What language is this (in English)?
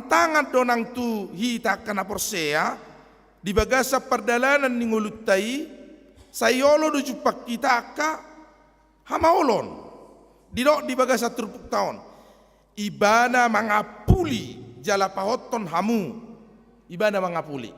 Batak Toba